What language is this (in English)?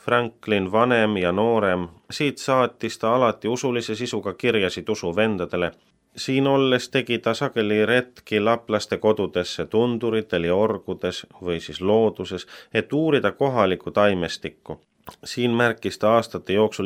Estonian